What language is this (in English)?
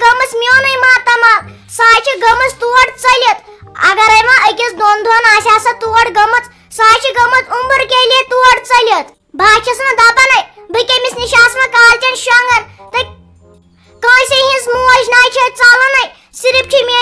Kashmiri